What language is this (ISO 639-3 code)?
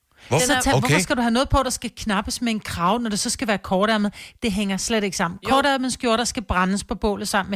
dan